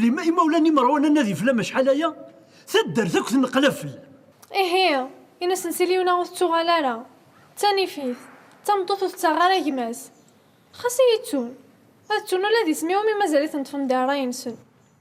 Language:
Kabyle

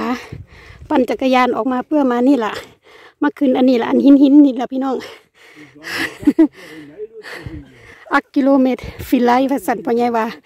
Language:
Thai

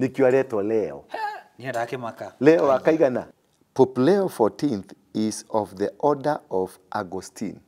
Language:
Kikuyu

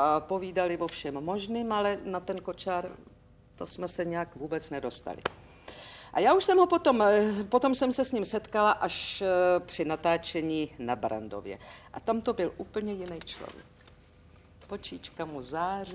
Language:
Czech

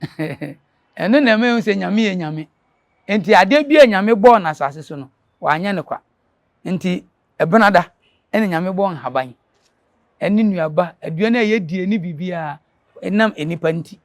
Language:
Akan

